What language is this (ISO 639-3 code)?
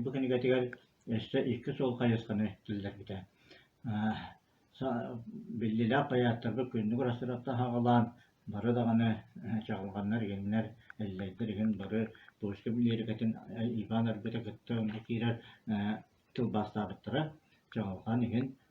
sah